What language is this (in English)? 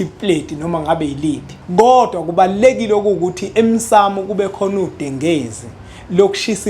Zulu